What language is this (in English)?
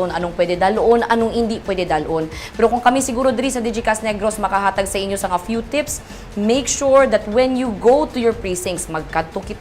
Hiligaynon